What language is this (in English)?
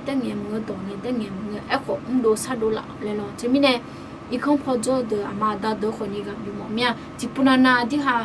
Akha